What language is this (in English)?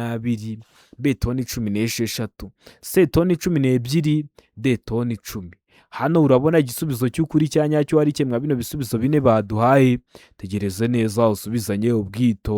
Kinyarwanda